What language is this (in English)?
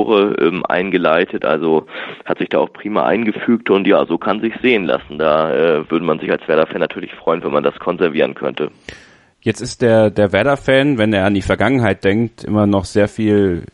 German